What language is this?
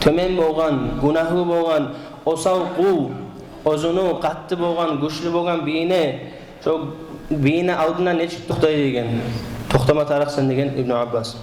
Kumyk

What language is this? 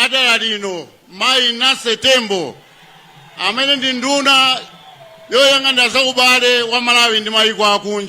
Nyanja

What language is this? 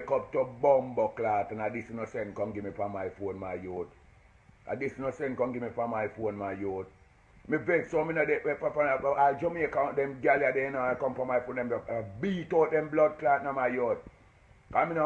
Jamaican Creole English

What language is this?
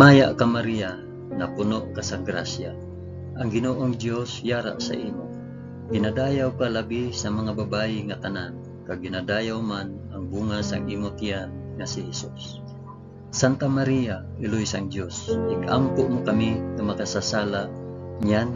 Hiligaynon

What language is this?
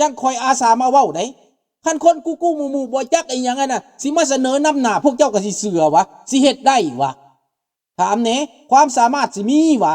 Lao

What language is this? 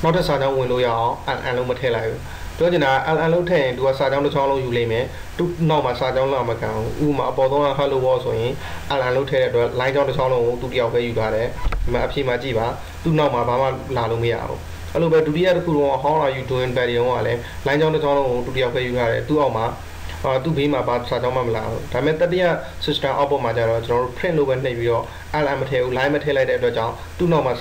Burmese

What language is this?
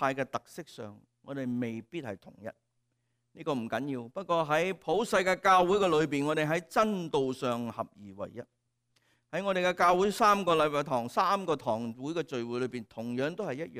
Cantonese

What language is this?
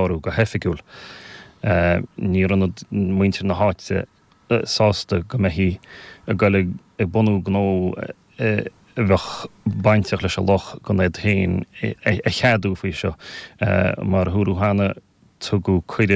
Irish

